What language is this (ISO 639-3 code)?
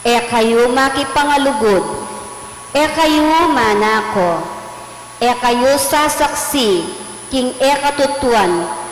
pam